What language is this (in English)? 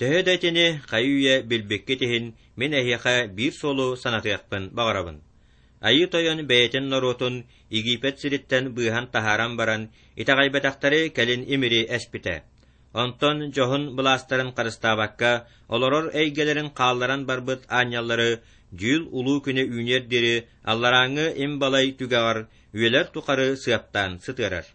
Yakut